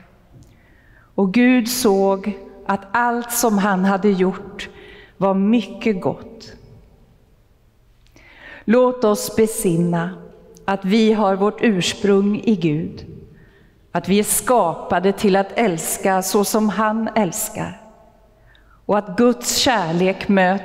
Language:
Swedish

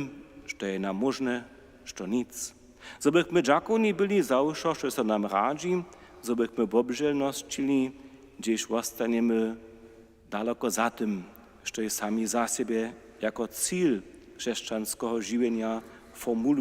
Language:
Upper Sorbian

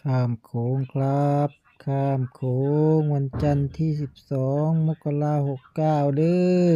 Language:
Northeastern Thai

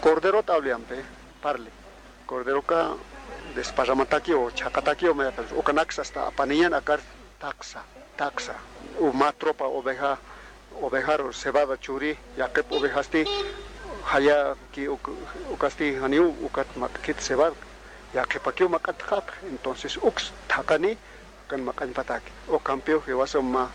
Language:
Aymara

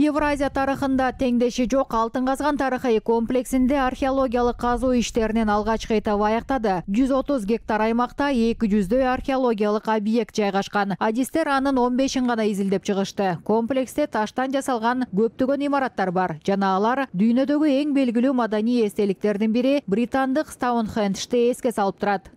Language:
Kyrgyz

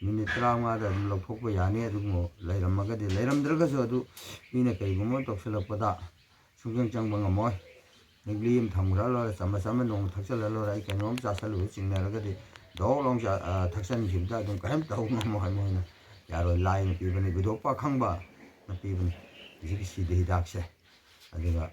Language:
Manipuri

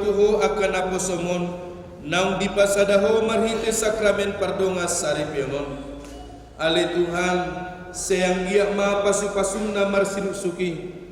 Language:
Batak Toba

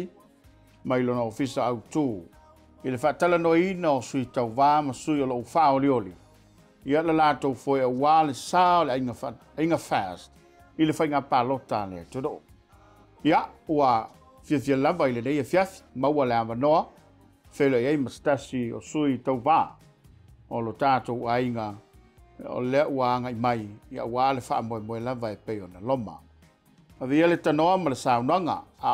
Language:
Samoan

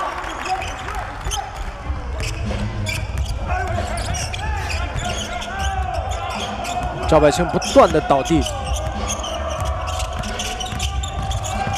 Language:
Chinese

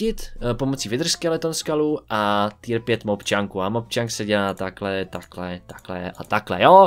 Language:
Czech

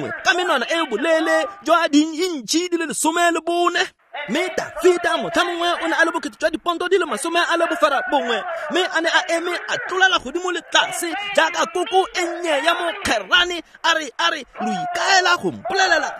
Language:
Tswana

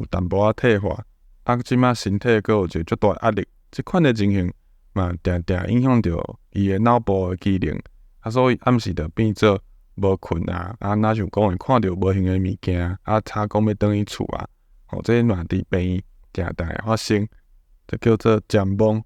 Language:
Min Nan Chinese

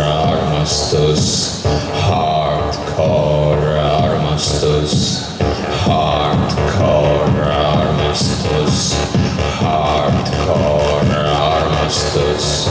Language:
Estonian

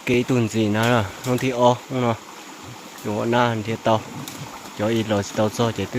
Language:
Hmong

